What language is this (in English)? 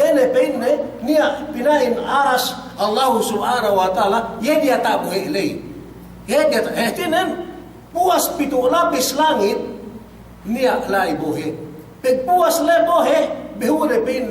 Yakan